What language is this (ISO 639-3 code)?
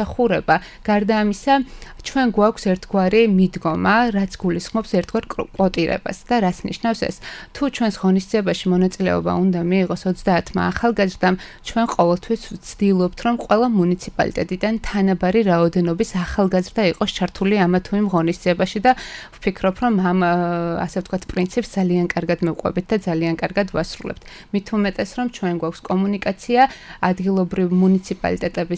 kat